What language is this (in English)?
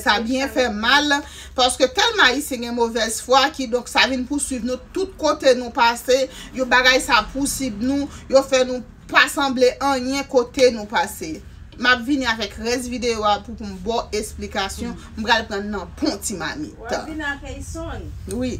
Haitian Creole